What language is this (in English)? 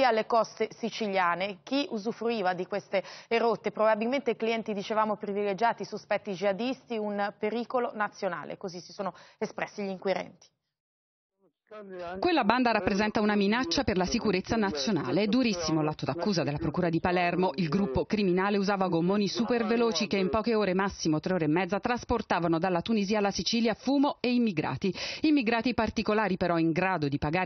Italian